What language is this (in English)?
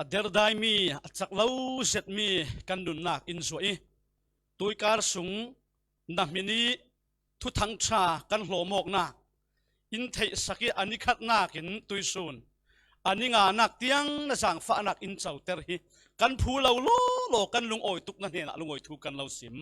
Falam Chin